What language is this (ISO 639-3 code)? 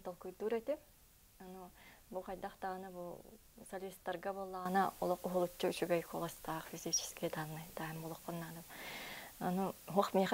sah